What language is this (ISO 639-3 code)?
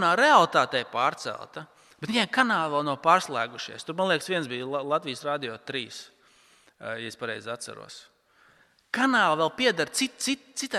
lav